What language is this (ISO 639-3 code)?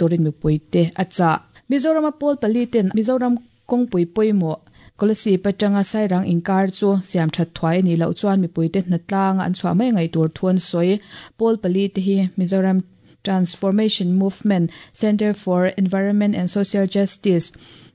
lus